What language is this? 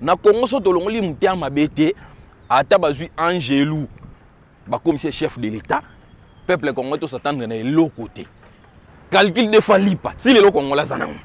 Lingala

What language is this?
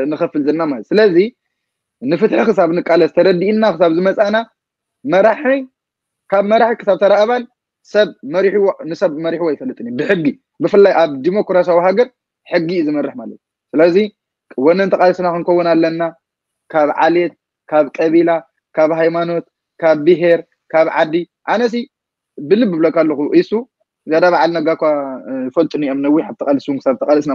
Tigrinya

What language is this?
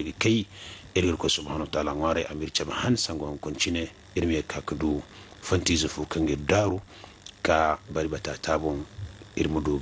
Zarma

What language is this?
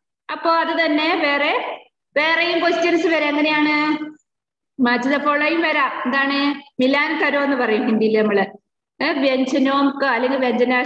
Malayalam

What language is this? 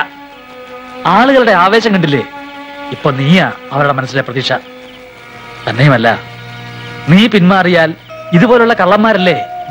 Malayalam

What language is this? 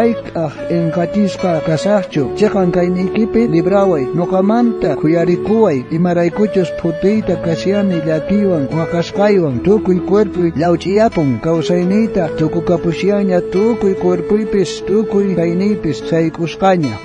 South Bolivian Quechua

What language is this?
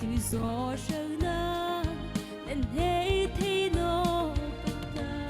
Mara Chin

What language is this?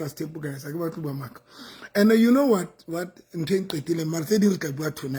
Southern Sotho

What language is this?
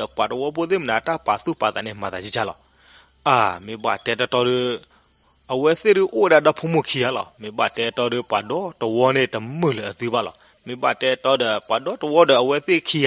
S'gaw Karen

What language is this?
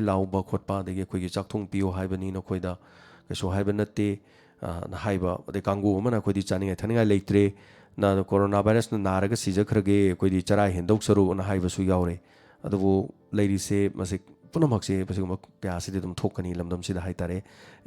Manipuri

